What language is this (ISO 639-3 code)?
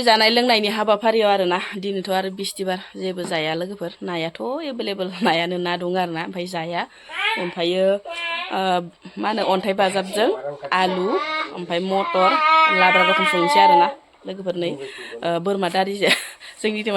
brx